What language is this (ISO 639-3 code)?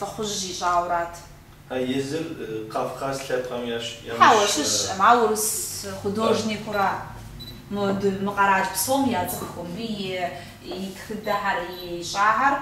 kbd